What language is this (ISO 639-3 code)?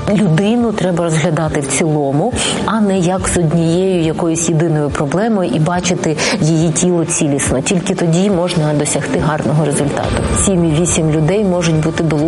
ukr